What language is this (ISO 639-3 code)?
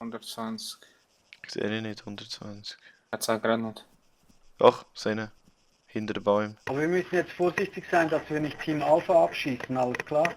gsw